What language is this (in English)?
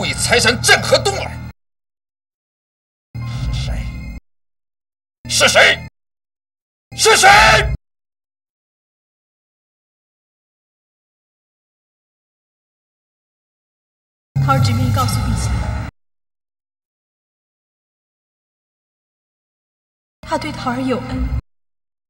Chinese